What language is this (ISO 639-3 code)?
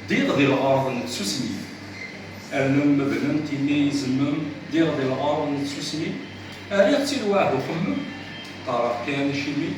kab